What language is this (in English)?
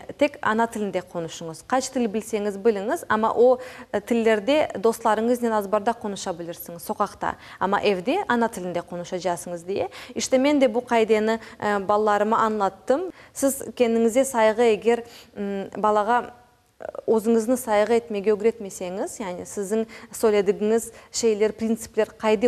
Crimean Tatar